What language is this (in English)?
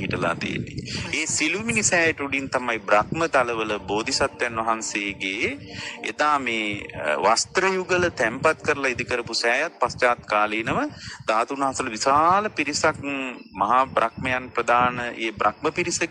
Sinhala